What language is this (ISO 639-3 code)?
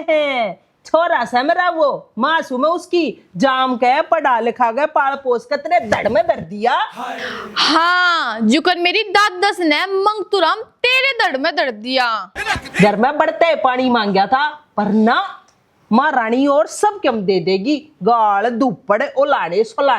bgc